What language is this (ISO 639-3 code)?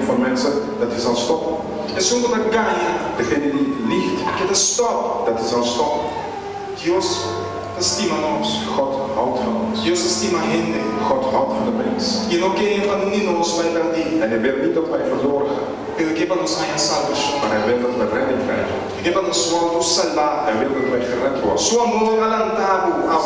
pap